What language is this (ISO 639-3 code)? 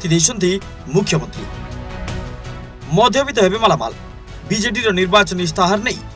ori